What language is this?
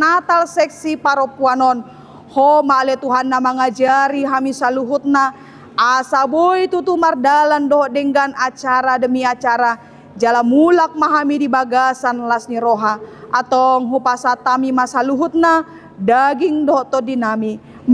Batak Toba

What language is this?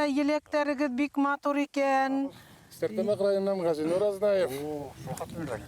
Bashkir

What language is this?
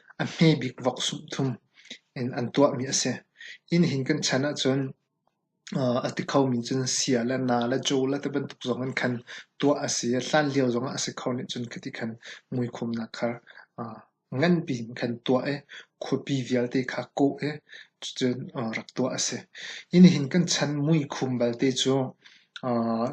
Hakha Chin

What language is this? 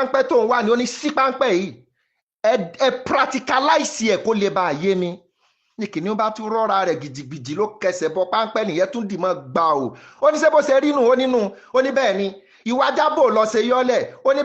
Yoruba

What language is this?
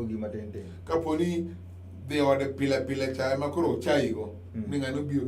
Luo (Kenya and Tanzania)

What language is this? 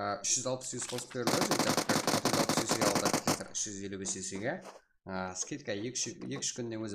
Kara-Kalpak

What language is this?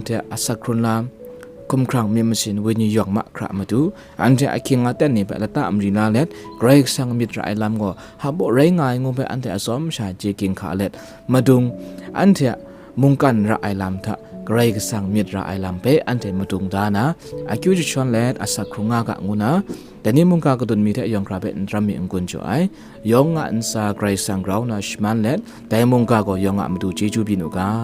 Kachin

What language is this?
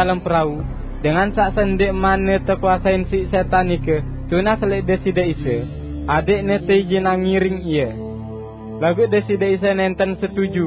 Sasak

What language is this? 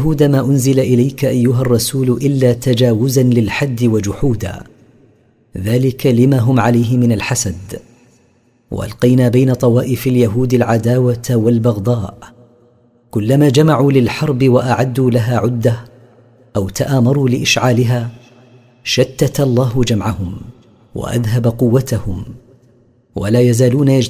Arabic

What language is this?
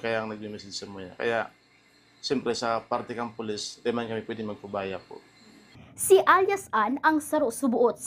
Bikol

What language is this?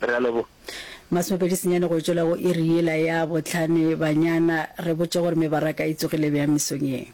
Northern Sotho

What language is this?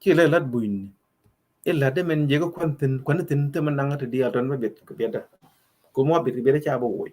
Nuer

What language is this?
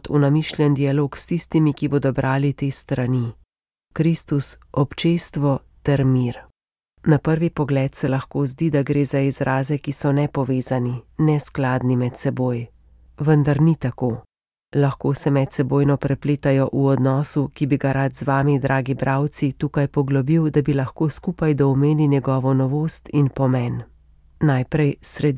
Slovenian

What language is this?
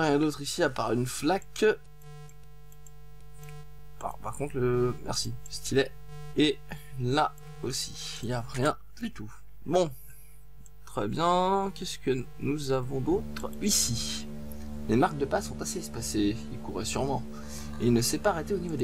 French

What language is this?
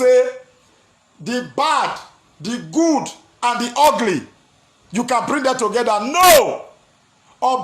Nigerian Pidgin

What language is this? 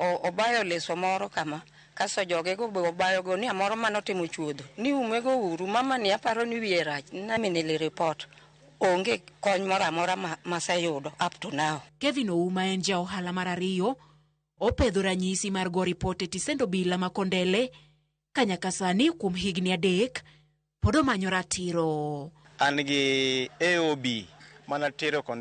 Luo (Kenya and Tanzania)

